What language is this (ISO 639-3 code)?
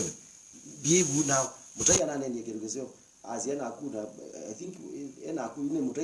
kam